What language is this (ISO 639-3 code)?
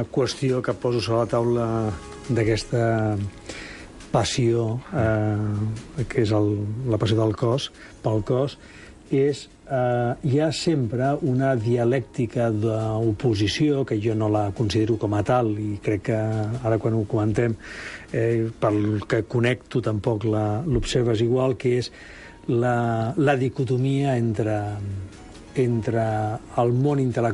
cat